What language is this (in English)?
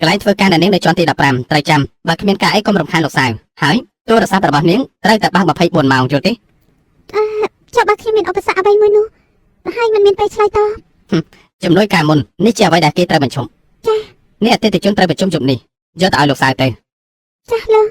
Khmer